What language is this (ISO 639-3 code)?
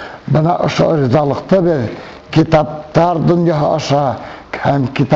bak